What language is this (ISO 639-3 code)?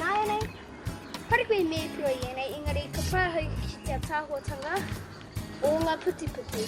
mri